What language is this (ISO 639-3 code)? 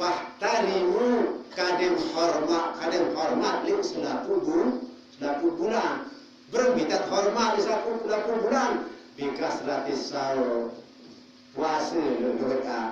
sas